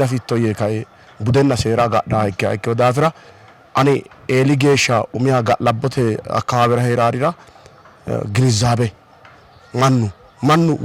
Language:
Sidamo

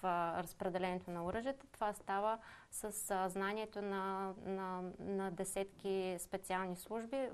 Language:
Bulgarian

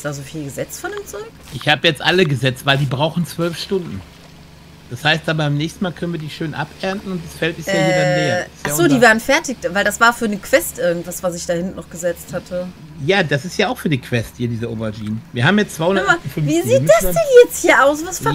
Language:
German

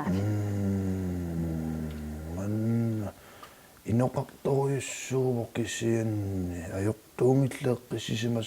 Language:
Kalaallisut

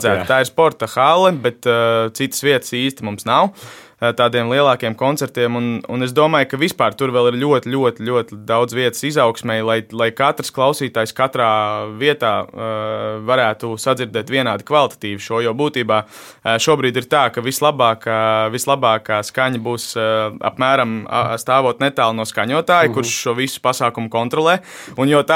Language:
Latvian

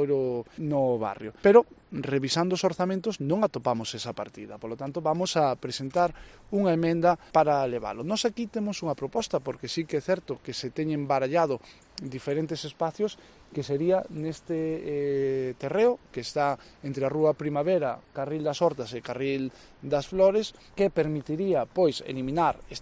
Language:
Galician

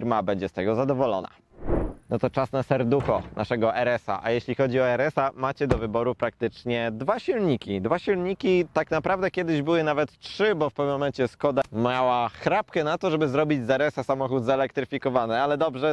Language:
Polish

